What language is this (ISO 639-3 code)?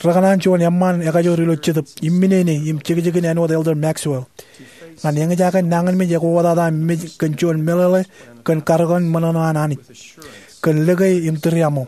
mah